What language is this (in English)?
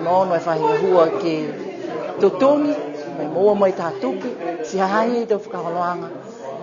Niuean